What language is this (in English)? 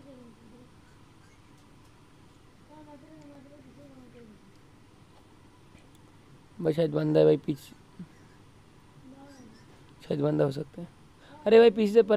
Hindi